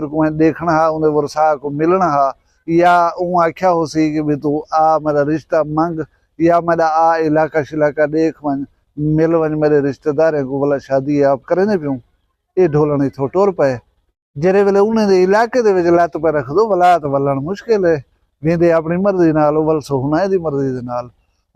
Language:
Saraiki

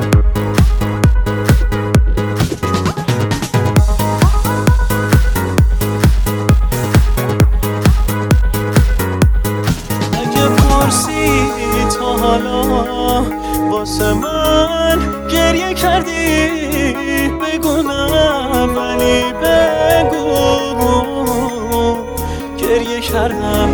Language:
Persian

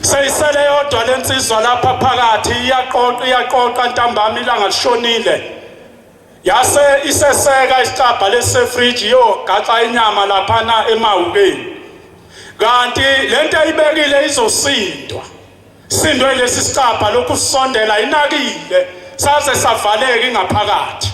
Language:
Zulu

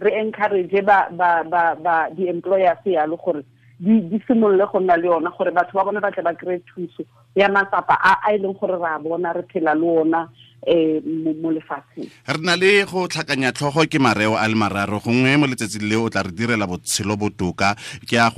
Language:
Tswana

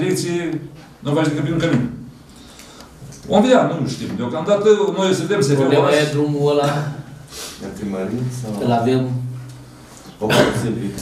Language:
Romanian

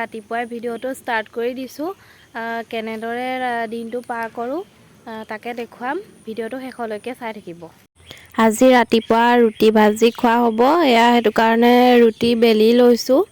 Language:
Assamese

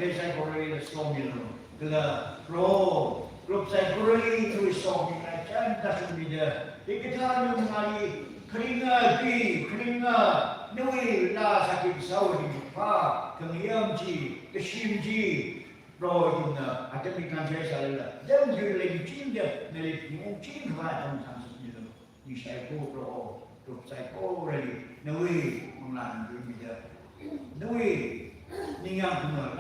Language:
Tangkhul Naga (India)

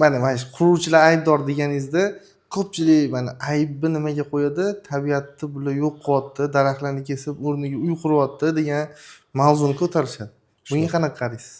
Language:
Uzbek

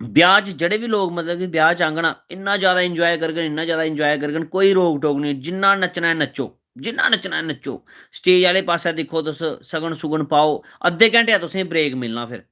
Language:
Dogri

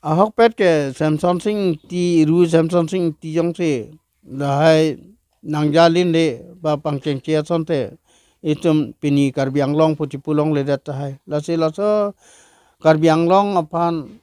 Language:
Karbi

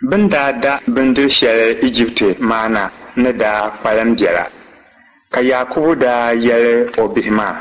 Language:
Dagbani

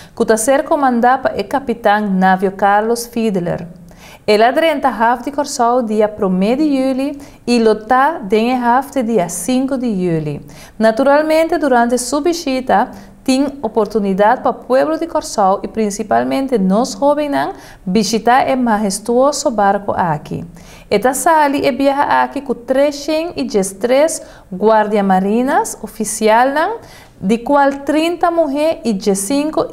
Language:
Papiamento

